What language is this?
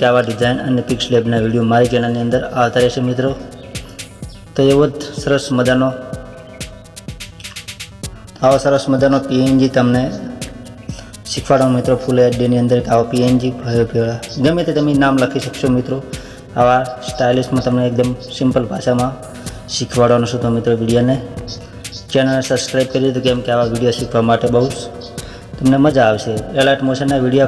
Gujarati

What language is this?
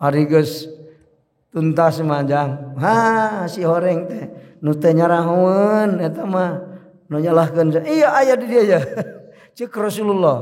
Sundanese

